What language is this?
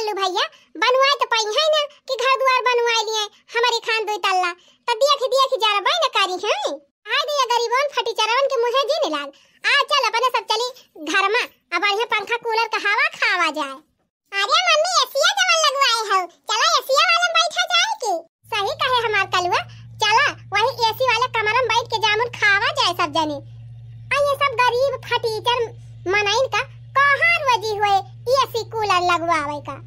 Awadhi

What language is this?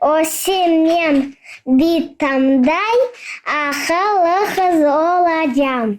Crimean Tatar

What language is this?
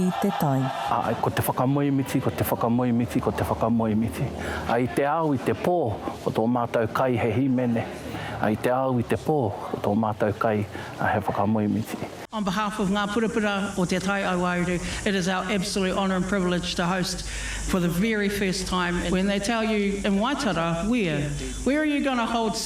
Māori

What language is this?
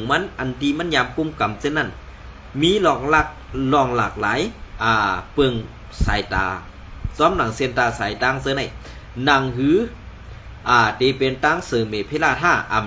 Shan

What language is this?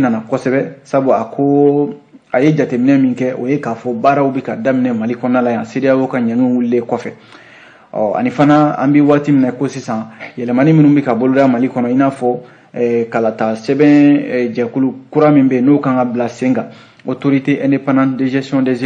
Bambara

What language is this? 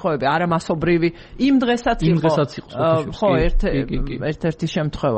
Georgian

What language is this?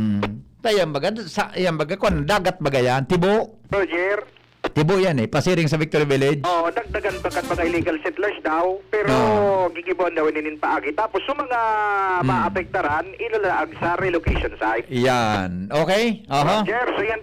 Bikol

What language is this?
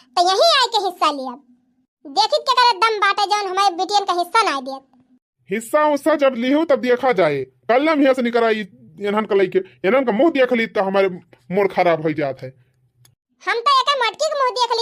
Awadhi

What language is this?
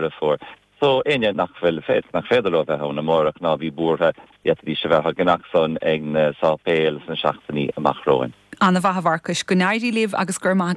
Irish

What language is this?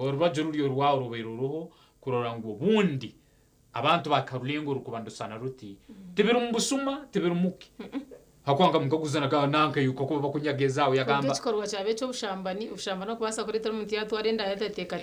Nyankole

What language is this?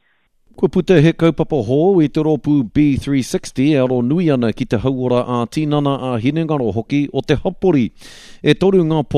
Māori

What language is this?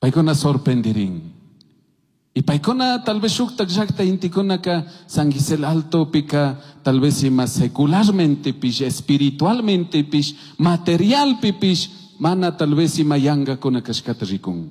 Chimborazo Highland Quichua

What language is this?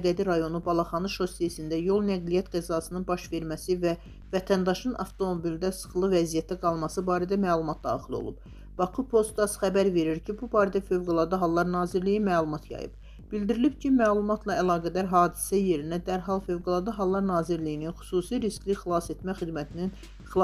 Azerbaijani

